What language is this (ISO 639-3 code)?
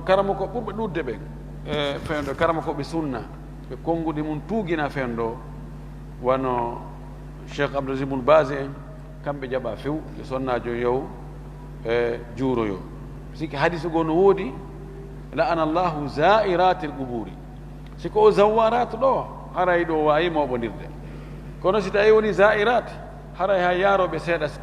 ful